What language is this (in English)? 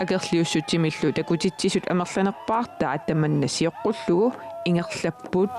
Kalaallisut